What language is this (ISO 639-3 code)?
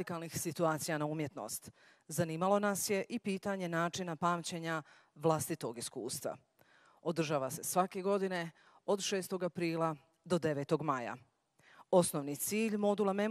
bos